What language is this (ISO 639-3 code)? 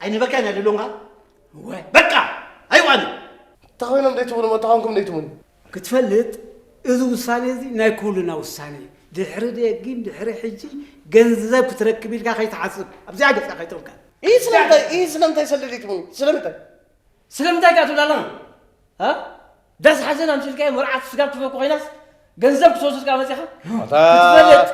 tir